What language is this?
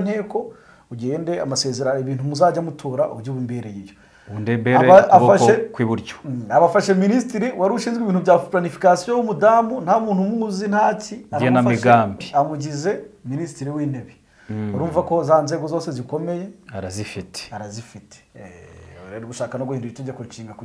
Kinyarwanda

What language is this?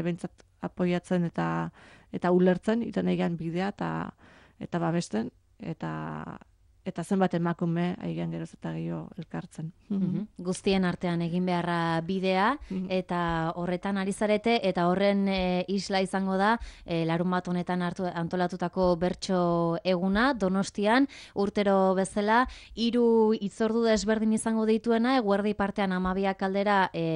Basque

